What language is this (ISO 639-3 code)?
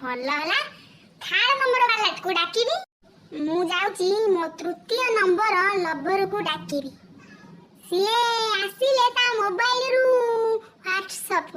ori